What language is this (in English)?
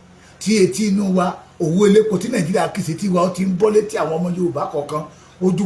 Yoruba